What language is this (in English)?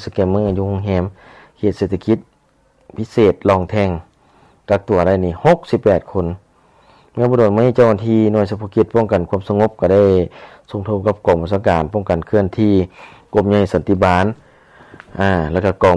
Lao